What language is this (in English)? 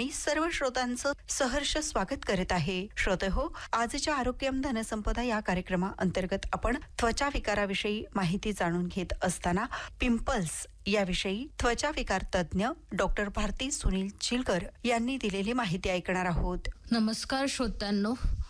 Marathi